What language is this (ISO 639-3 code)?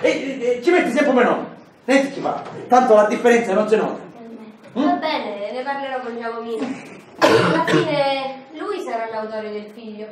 scn